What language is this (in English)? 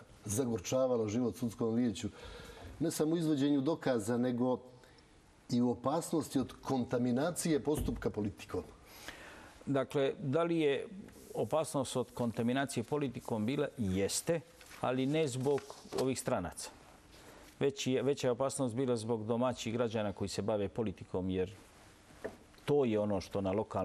Bosnian